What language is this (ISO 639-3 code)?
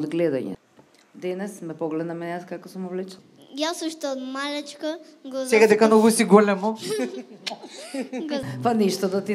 mkd